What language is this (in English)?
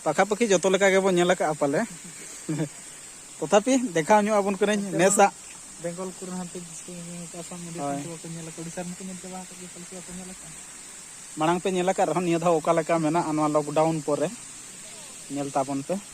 Santali